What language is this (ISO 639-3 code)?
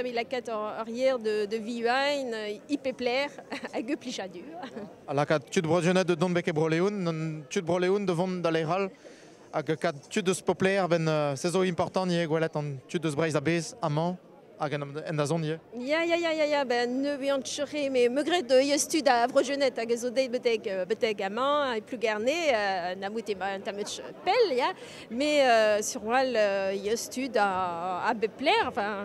bre